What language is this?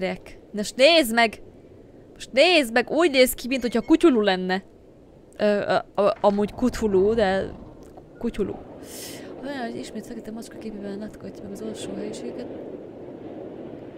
Hungarian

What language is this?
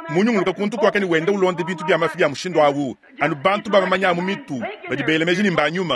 Luba-Lulua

